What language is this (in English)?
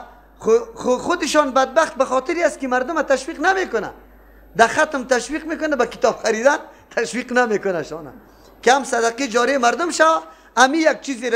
Persian